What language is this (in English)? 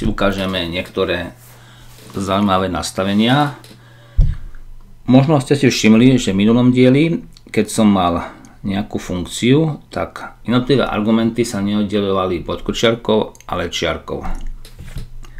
Slovak